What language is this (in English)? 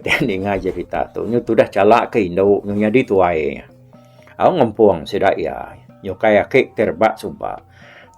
Iban